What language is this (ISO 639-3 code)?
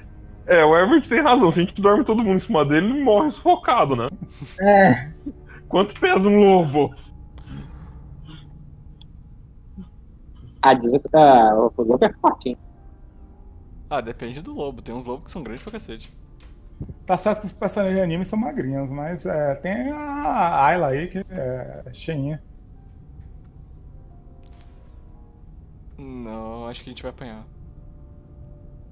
por